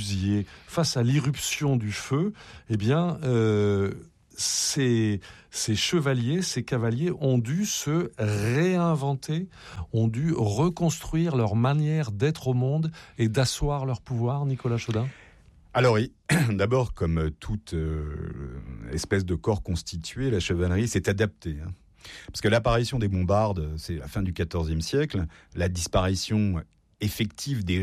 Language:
French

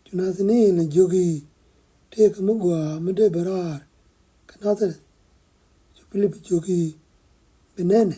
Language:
Nuer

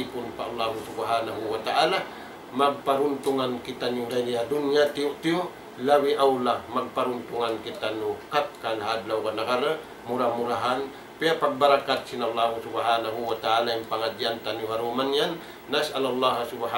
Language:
Tausug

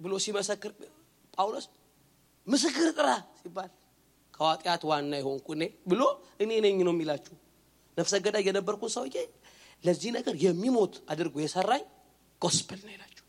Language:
Amharic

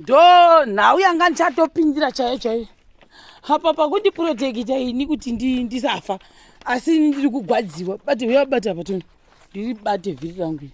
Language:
Shona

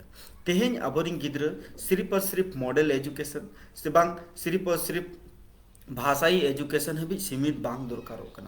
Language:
Santali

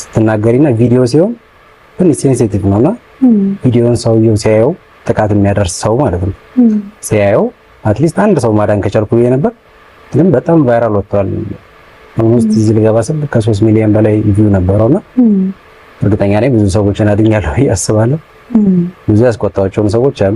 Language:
Amharic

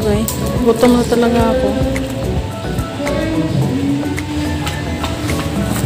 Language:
Filipino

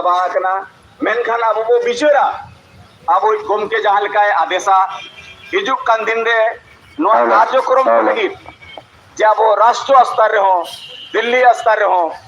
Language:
Santali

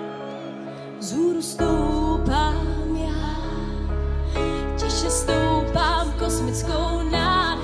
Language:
Czech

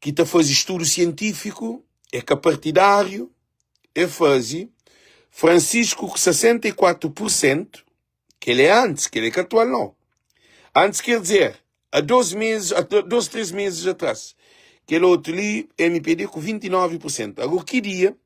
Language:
Kabuverdianu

